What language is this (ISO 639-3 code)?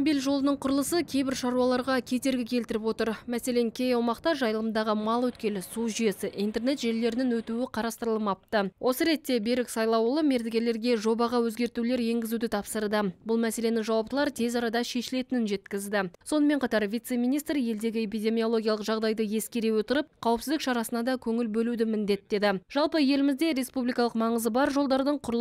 kaz